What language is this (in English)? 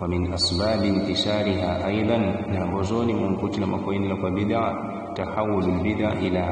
Yao